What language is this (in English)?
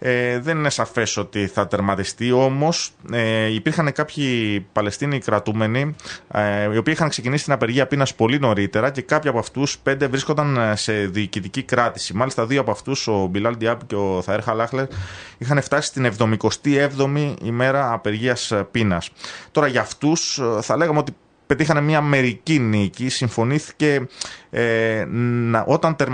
Greek